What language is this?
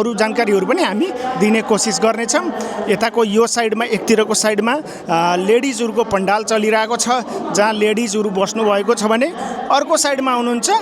Nepali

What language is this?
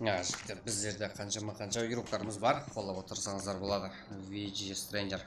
Kara-Kalpak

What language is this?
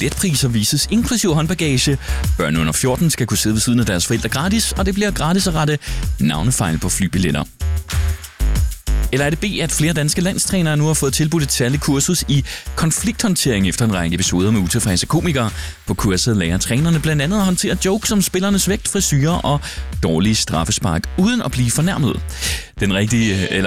Danish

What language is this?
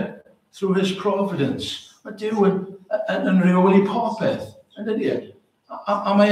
Welsh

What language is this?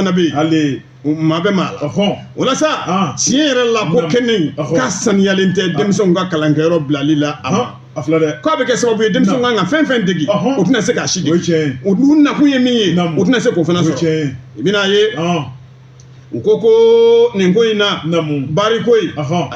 Bambara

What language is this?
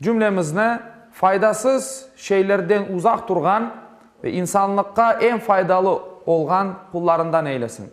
Crimean Tatar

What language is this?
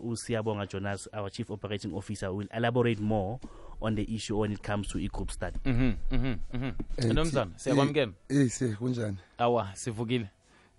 South Ndebele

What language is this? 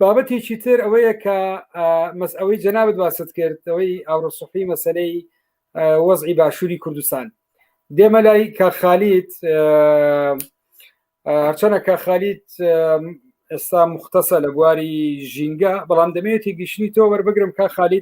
Central Kurdish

